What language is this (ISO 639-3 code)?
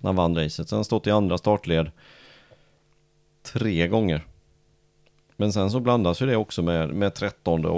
swe